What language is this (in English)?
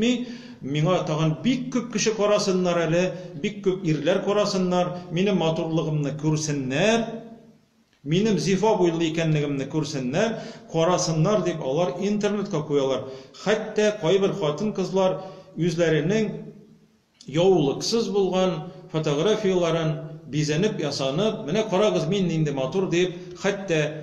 Tatar